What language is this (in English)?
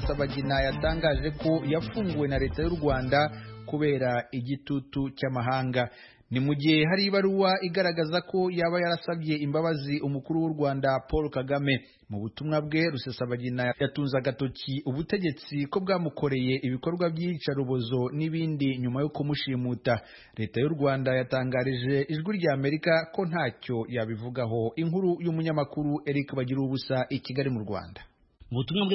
Kinyarwanda